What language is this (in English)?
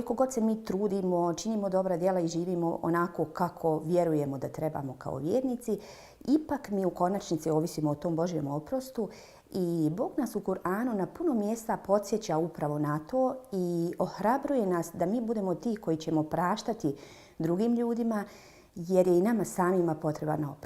Bosnian